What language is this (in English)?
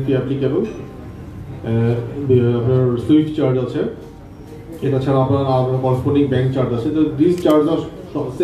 Bangla